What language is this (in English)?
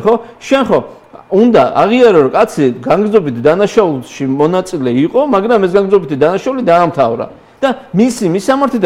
Georgian